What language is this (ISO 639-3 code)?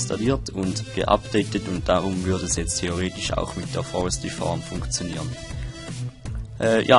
deu